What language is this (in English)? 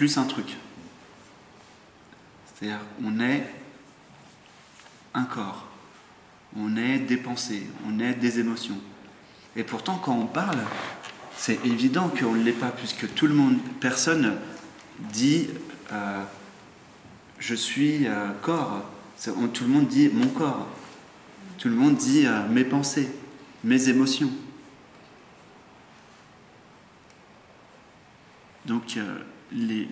French